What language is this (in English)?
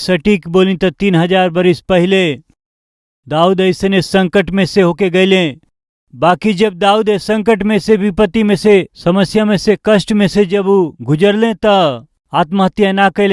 Bhojpuri